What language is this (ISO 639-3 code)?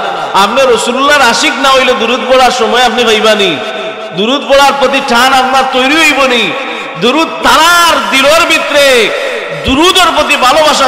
syl